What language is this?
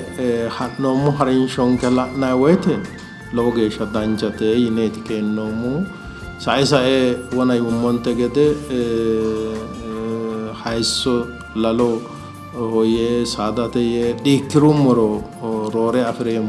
Sidamo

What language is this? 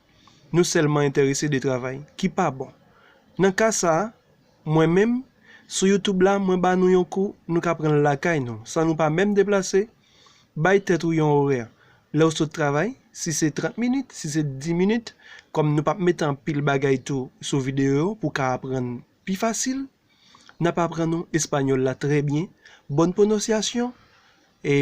Haitian Creole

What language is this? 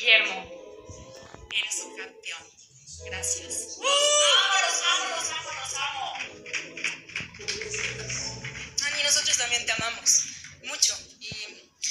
Spanish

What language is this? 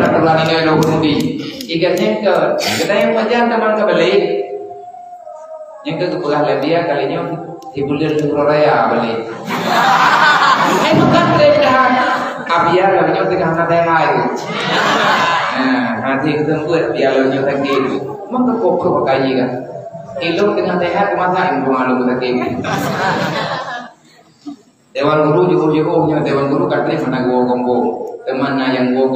Malay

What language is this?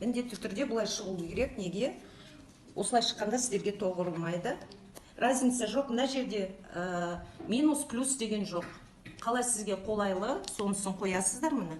Kazakh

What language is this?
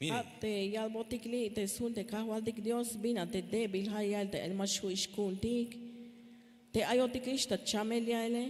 Tzeltal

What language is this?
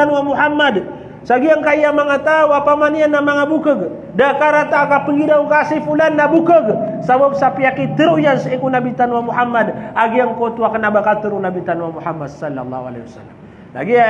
Maranao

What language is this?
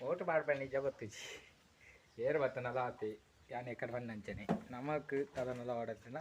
Tulu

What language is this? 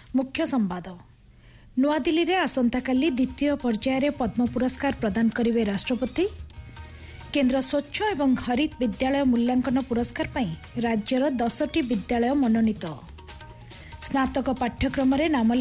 Odia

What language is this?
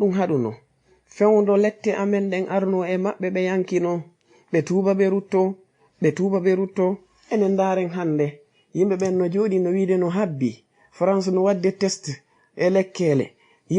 Fula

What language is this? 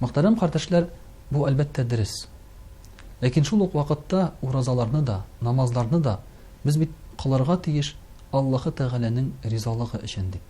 Tatar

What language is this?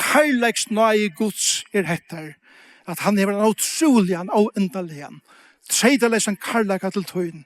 Faroese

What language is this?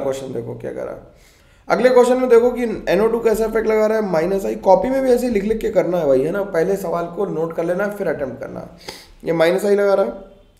Hindi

